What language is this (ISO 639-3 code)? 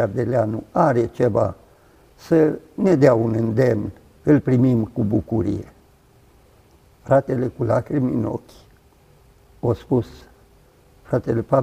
ron